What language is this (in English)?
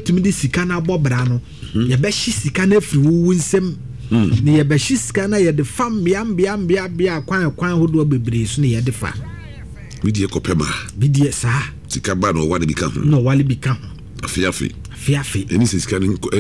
Akan